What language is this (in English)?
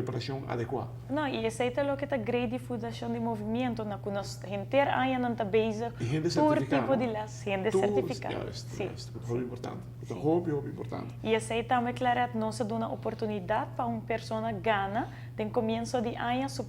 Papiamento